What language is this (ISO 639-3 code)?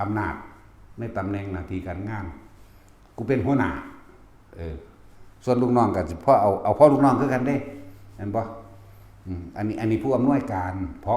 tts